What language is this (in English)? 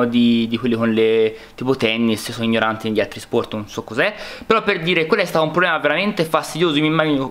Italian